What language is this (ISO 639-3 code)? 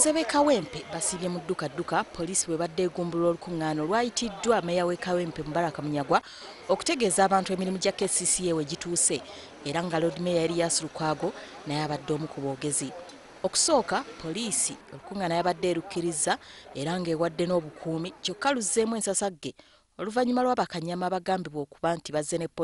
lug